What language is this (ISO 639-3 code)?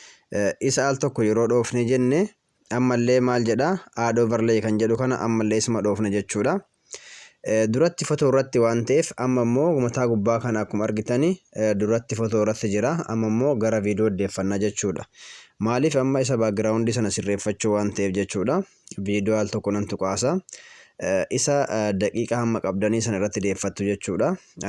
orm